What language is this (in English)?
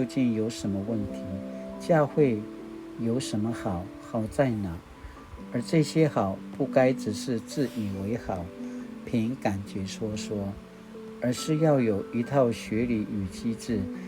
Paiwan